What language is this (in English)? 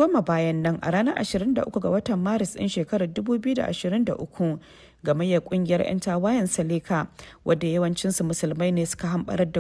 Hausa